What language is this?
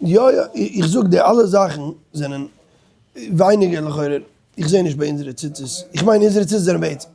Yiddish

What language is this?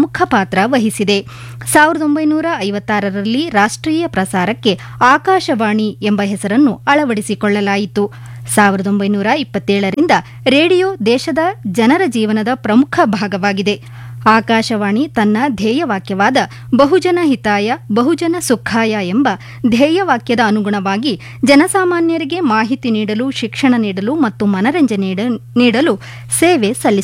Kannada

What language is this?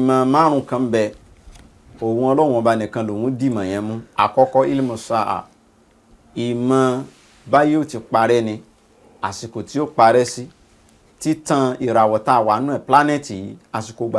Yoruba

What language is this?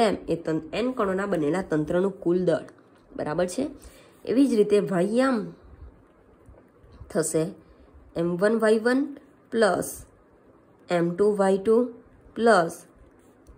Gujarati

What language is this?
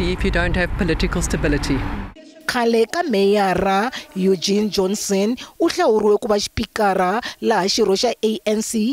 Tsonga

